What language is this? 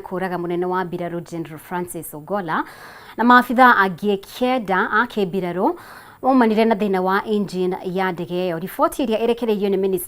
Kikuyu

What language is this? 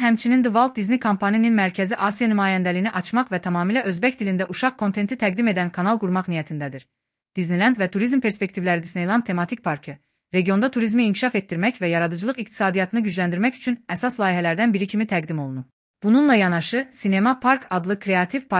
Azerbaijani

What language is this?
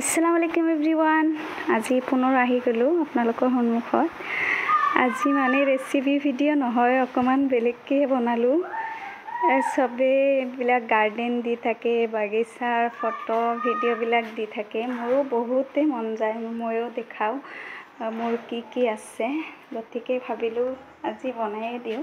Assamese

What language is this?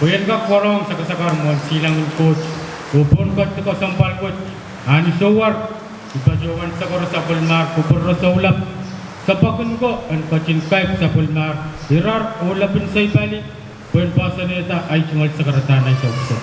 Pohnpeian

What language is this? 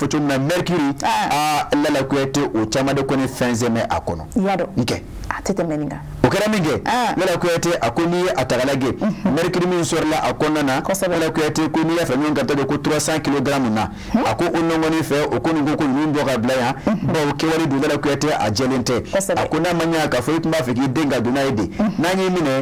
Bambara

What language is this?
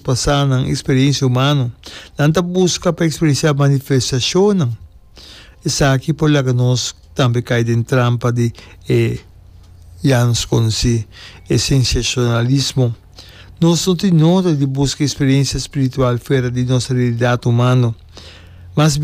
Papiamento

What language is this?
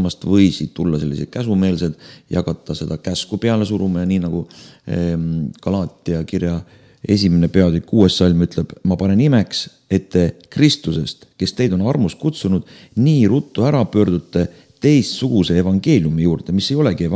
Estonian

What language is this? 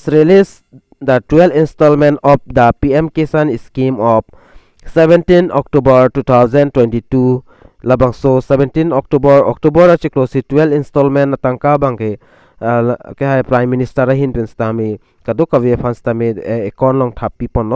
Karbi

